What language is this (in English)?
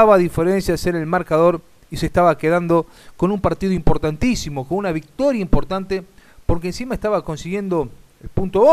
Spanish